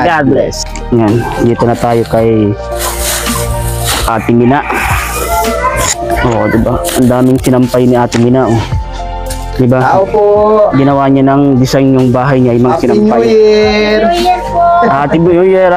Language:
Filipino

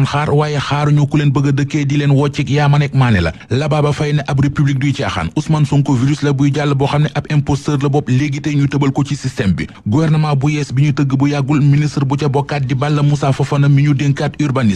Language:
Wolof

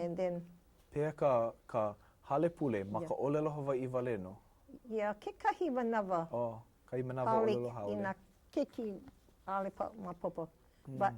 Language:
Hawaiian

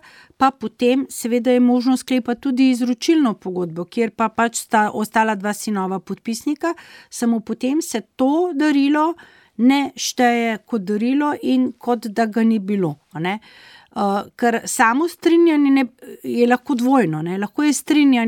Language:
Slovenian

